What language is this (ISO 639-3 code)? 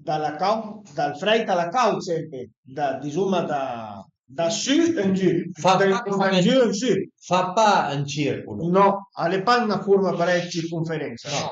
pms